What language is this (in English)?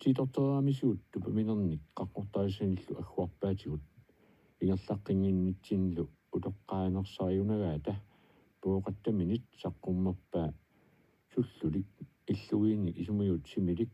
Kalaallisut